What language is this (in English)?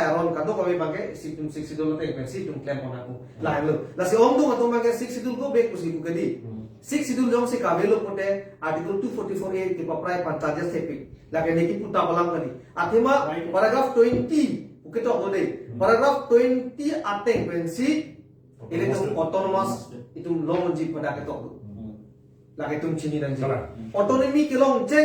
Karbi